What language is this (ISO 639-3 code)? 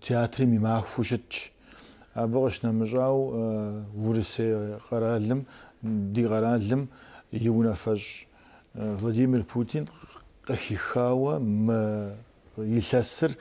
kbd